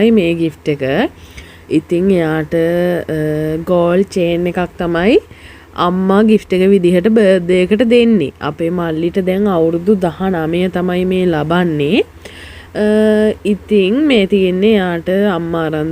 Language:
Sinhala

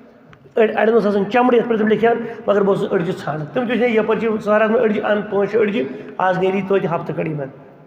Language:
Kashmiri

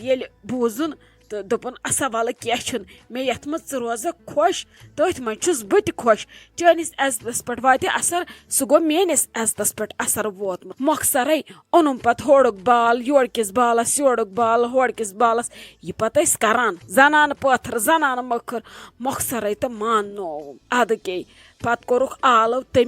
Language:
Kashmiri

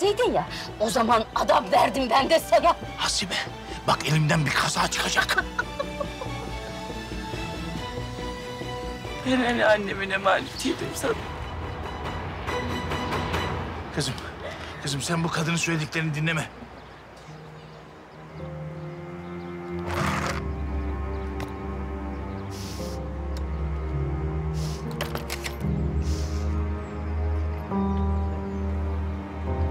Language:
Turkish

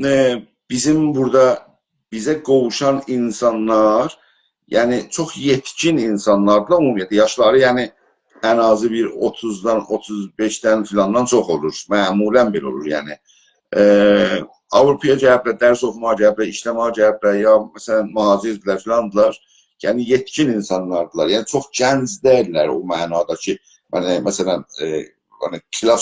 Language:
South Azerbaijani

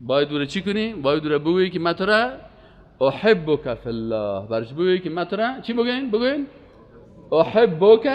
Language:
Persian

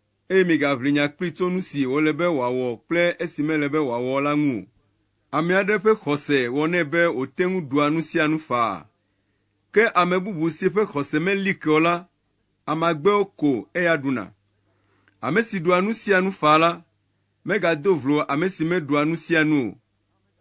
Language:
Ewe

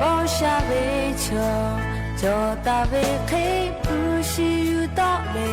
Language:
Lahu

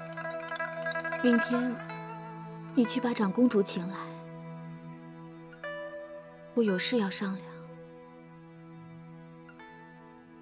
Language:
Chinese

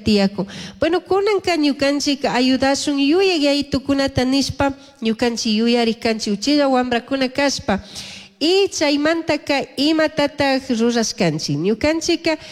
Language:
Chimborazo Highland Quichua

